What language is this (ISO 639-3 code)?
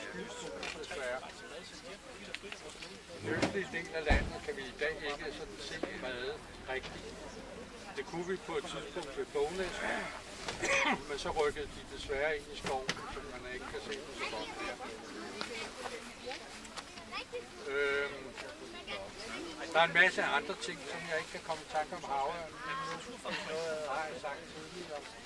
dan